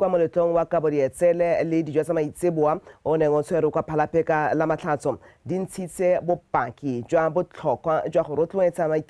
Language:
Tswana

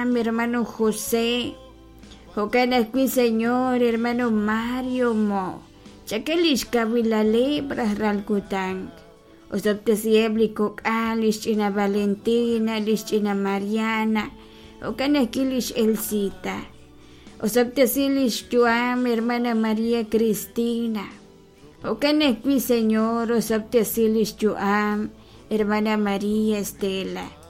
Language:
Kekchí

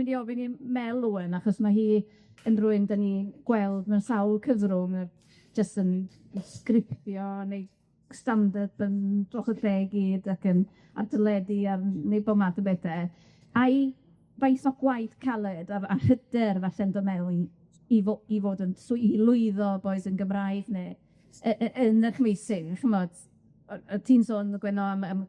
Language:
Welsh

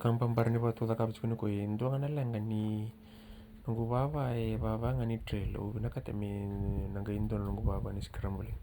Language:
Fijian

